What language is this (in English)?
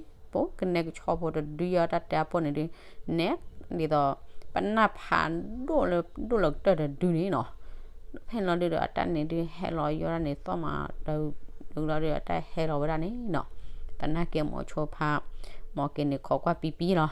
S'gaw Karen